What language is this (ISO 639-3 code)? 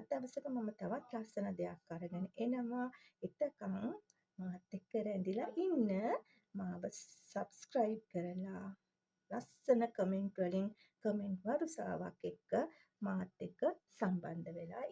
sin